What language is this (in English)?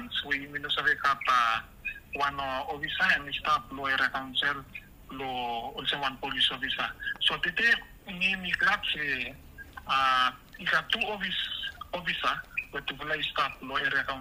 Bislama